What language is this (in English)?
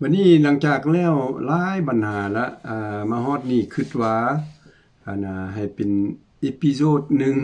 Lao